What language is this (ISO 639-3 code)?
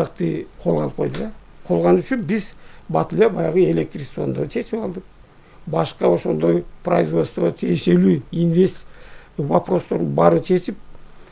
kir